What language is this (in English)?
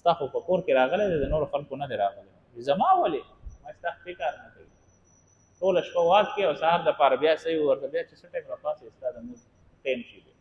Pashto